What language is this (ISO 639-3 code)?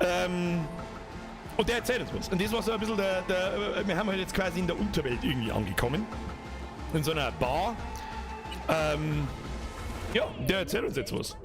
bar